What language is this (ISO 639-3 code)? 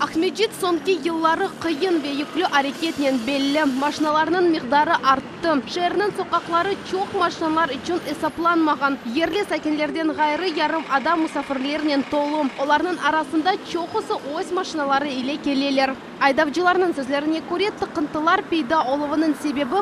crh